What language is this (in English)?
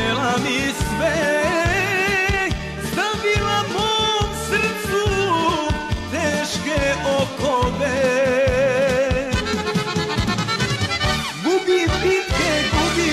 Croatian